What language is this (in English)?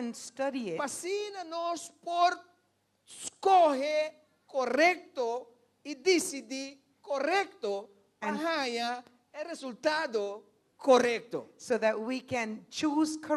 Papiamento